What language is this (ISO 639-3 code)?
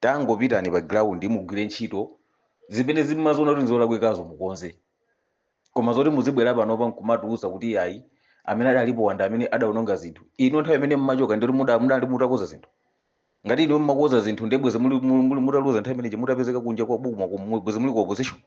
nya